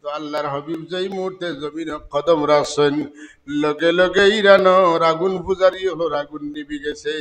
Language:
Sylheti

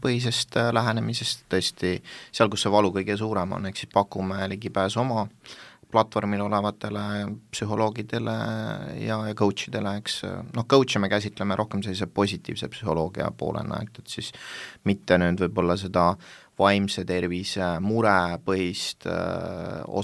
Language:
Estonian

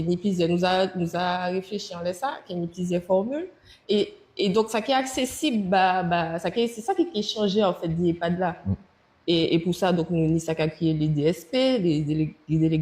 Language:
Guadeloupean Creole French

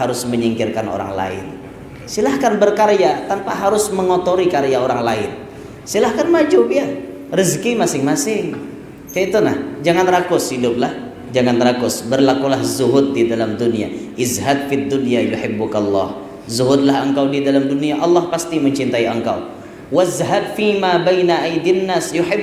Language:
Banjar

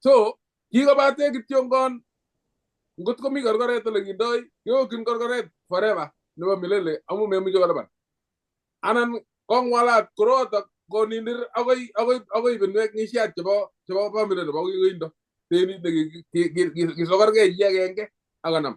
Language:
Kalenjin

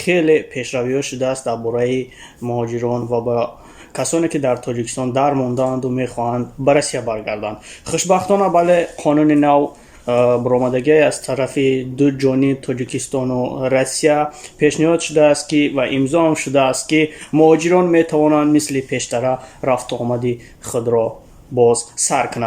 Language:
Tajik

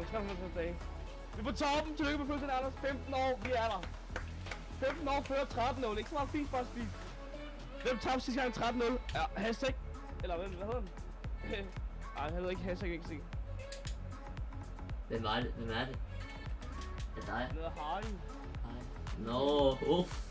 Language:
Danish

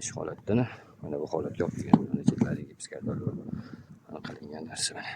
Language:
Uzbek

